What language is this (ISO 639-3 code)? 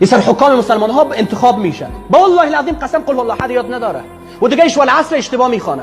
fas